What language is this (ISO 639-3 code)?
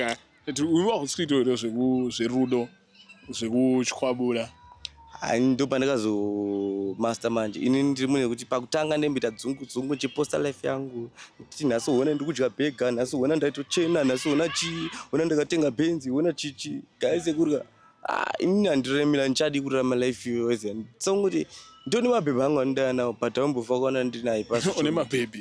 sna